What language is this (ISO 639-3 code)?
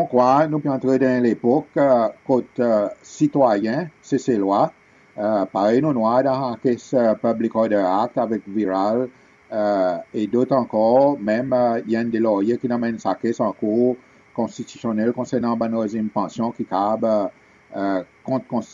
crs